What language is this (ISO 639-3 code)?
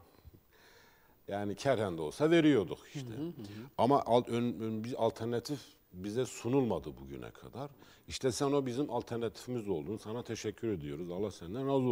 tur